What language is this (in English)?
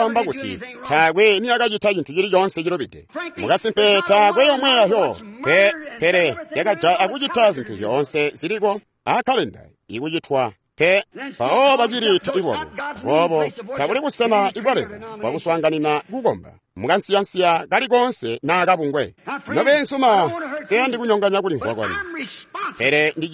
Tonga (Zambia)